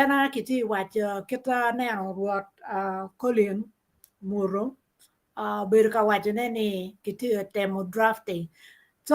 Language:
Acoli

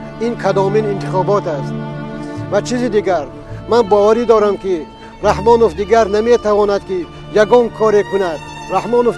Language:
Tajik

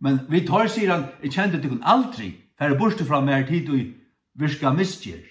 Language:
Faroese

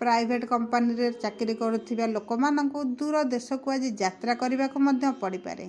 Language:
Odia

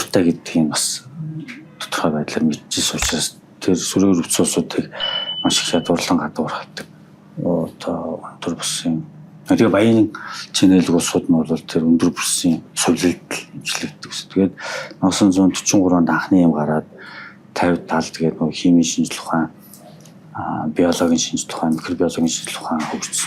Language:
Mongolian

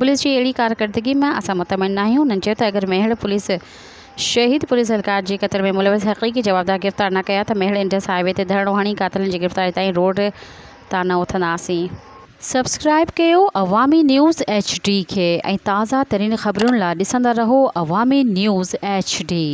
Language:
Sindhi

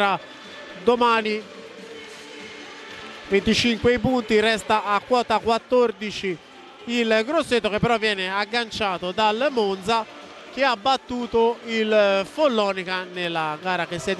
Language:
Italian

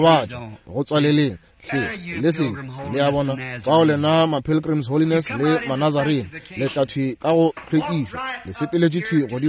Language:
Northern Sotho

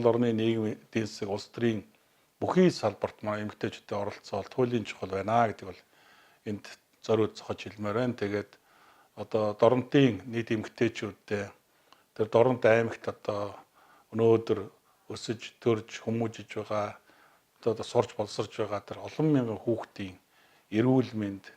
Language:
Mongolian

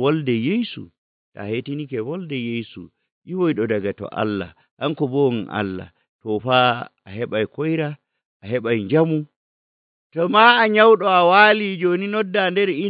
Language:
Nigerian Fulfulde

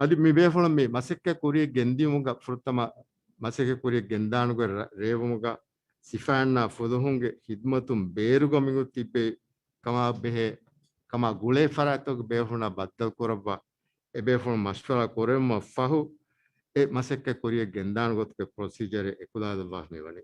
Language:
Divehi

